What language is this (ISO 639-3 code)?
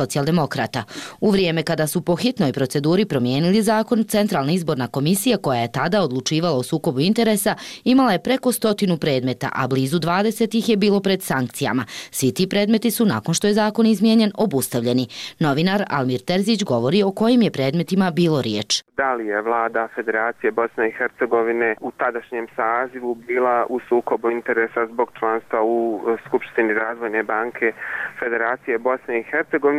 bos